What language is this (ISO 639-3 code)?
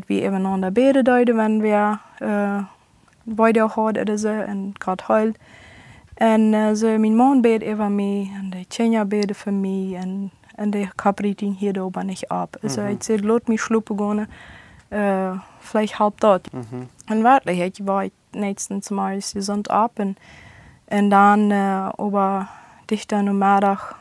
pdt